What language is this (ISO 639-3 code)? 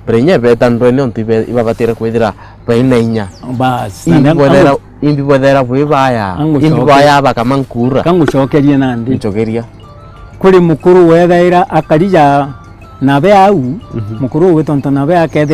mer